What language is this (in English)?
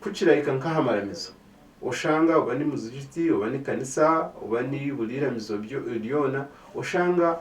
Nyankole